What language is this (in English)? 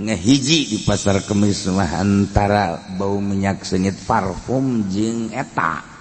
Sundanese